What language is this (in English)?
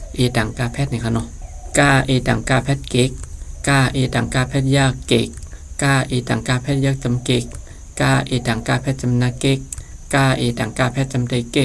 Shan